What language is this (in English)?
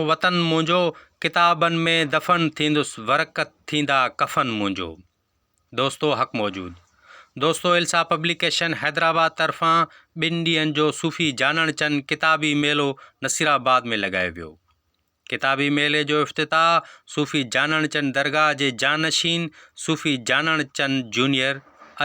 Sindhi